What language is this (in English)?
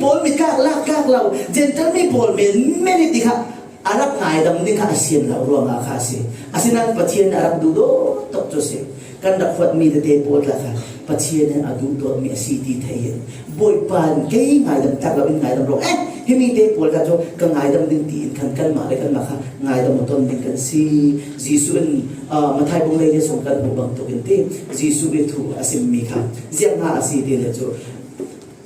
Falam Chin